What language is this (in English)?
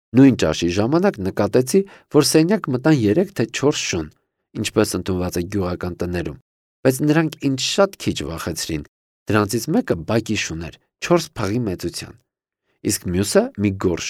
Armenian